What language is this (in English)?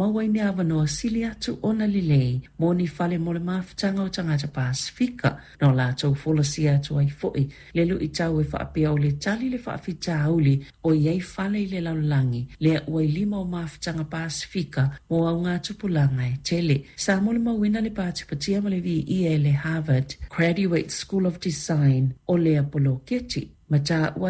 Samoan